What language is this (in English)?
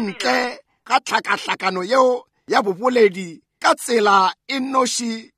Northern Sotho